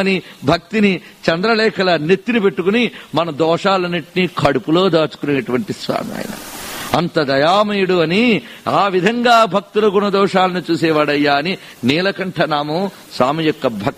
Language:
Telugu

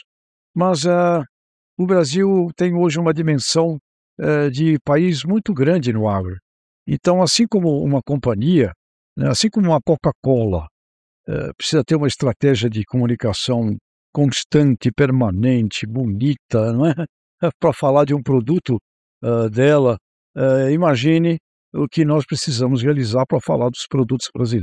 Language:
Portuguese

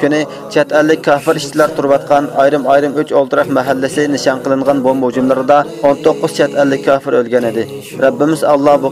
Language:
Uyghur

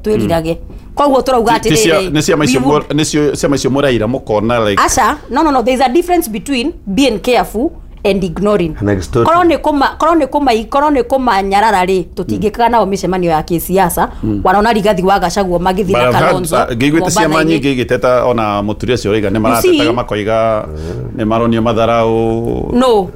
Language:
Kikuyu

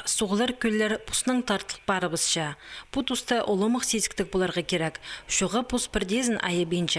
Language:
Khakas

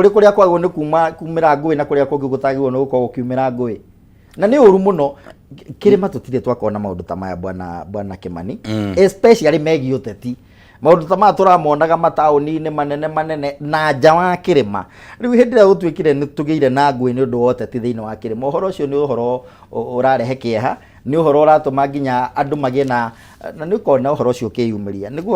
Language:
Kikuyu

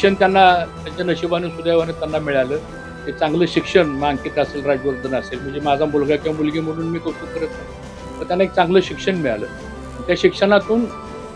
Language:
Marathi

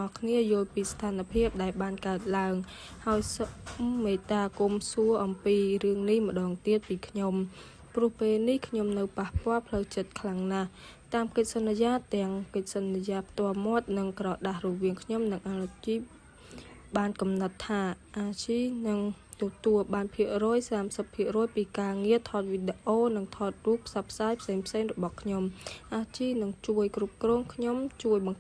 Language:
Khmer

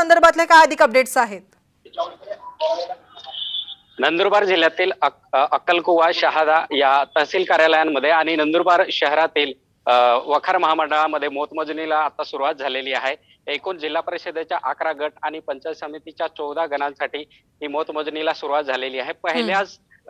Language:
Marathi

